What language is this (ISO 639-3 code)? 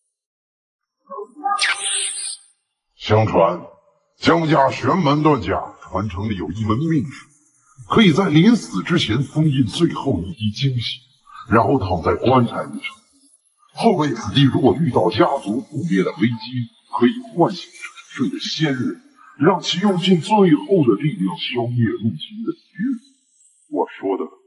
zho